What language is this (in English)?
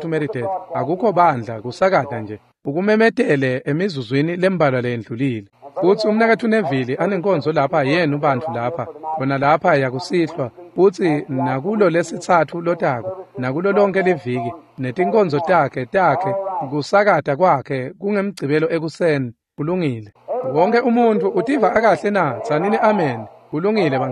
Swati